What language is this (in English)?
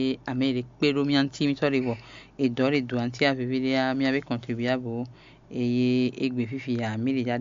Fon